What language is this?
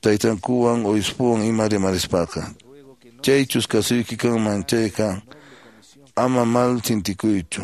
Quechua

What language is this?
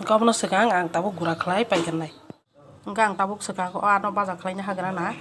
Kok Borok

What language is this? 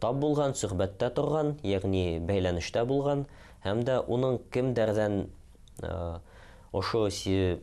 Bashkir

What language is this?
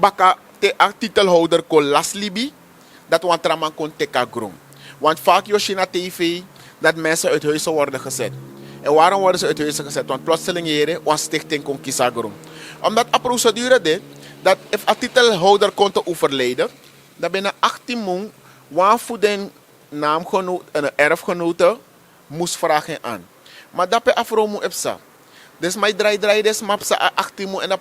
Sranan Tongo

